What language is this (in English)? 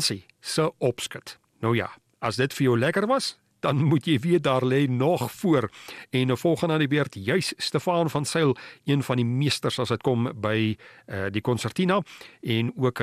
Afrikaans